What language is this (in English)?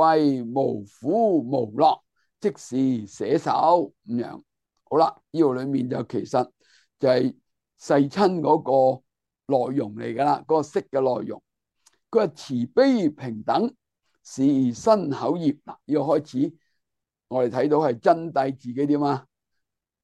Cantonese